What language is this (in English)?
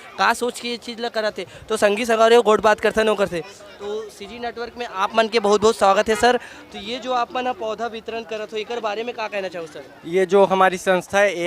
Chhattisgarhi